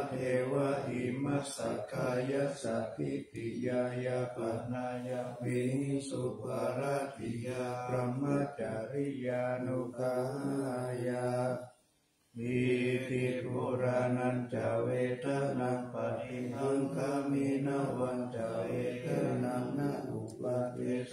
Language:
Pali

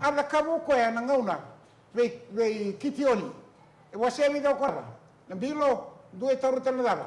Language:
Fijian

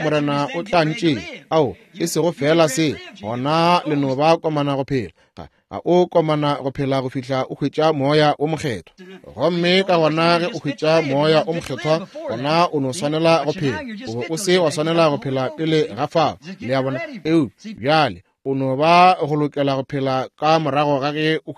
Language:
Northern Sotho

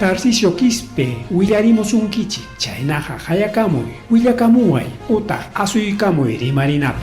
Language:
Ayacucho Quechua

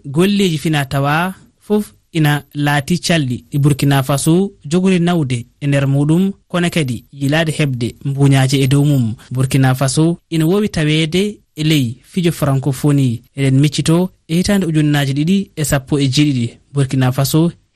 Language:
Fula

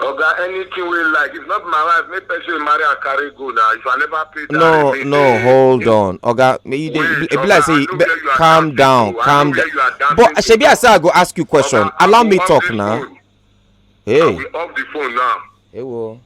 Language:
Nigerian Pidgin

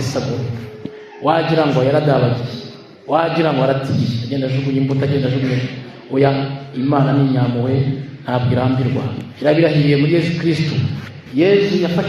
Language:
Kinyarwanda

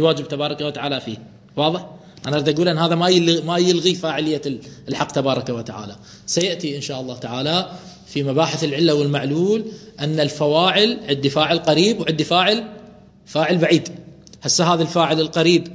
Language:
Mesopotamian Arabic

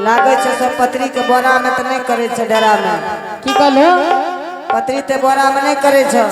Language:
Angika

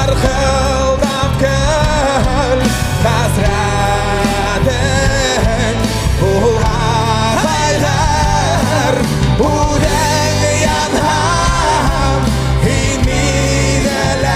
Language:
Bashkir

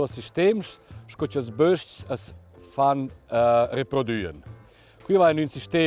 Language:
Romansh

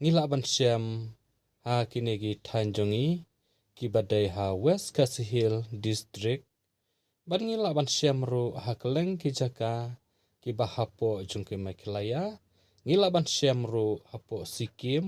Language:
Khasi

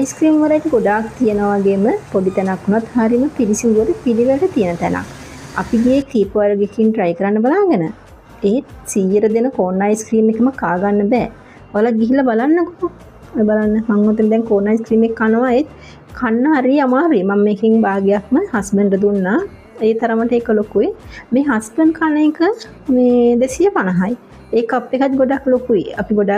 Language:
Sinhala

